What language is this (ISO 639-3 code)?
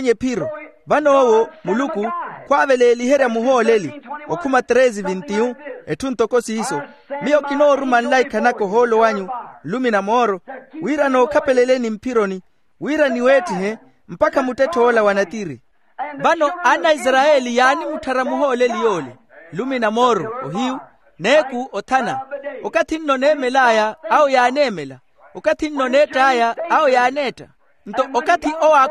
vmw